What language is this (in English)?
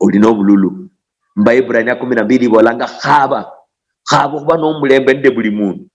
Luyia